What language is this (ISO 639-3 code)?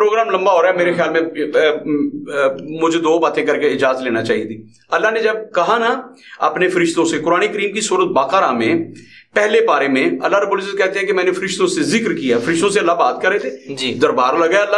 urd